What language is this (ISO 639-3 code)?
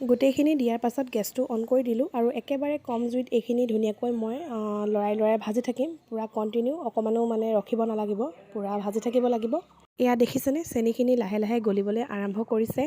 asm